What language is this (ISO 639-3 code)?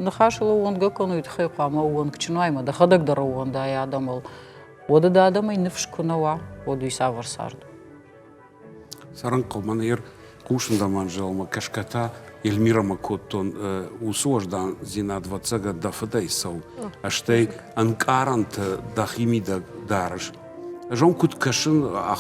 oss